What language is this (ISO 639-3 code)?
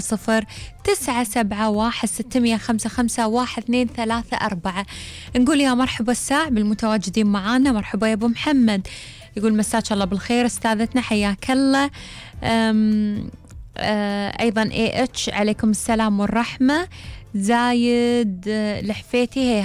afb